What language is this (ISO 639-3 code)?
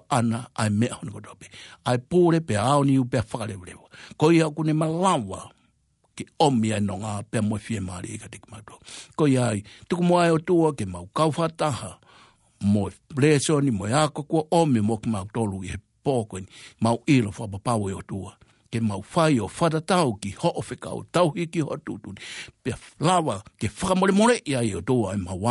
ton